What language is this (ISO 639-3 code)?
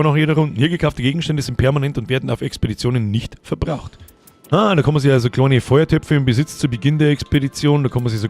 bar